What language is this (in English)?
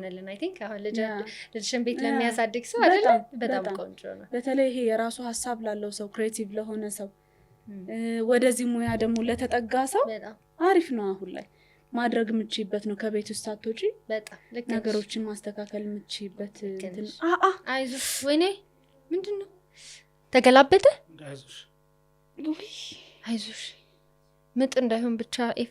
Amharic